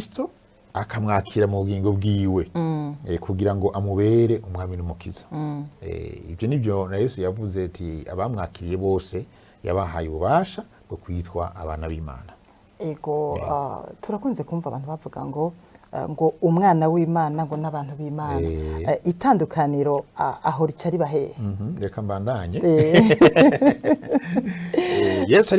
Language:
Rundi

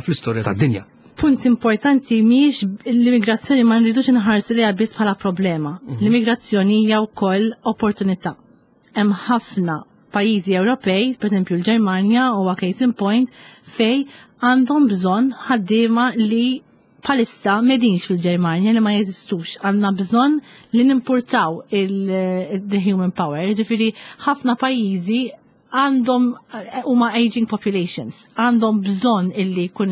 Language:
Maltese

